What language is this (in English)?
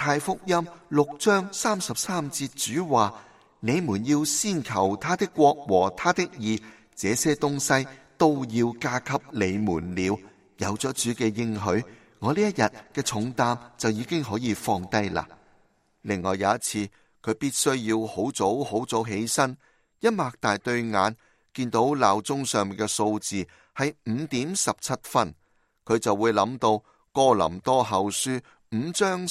Cantonese